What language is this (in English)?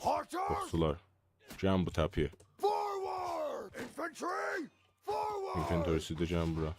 South Azerbaijani